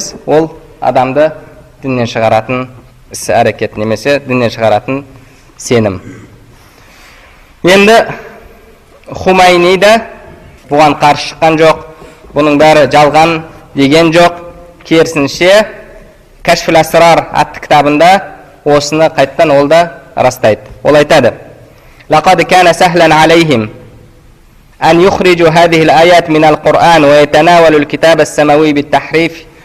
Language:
Kazakh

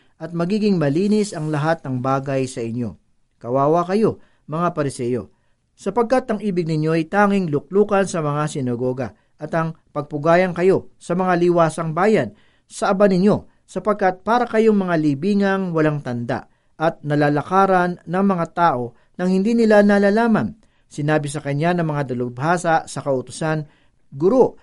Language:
Filipino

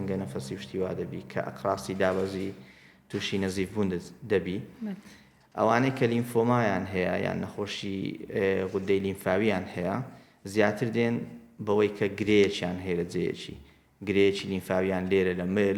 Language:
Central Kurdish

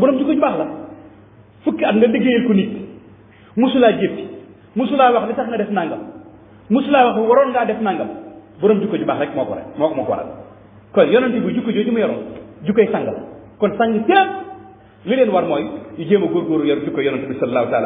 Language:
Wolof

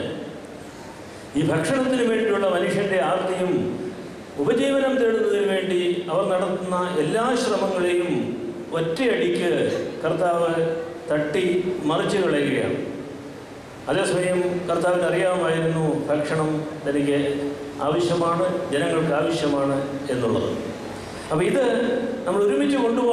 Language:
Malayalam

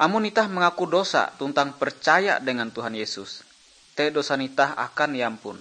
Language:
Ngaju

